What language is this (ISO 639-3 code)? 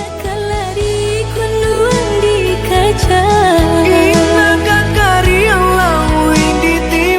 min